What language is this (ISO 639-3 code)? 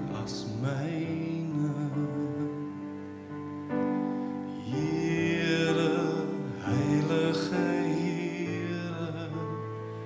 afr